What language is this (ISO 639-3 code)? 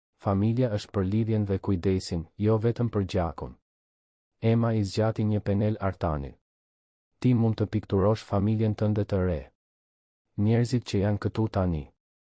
sqi